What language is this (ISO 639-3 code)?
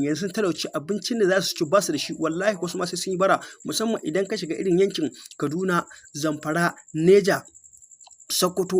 hau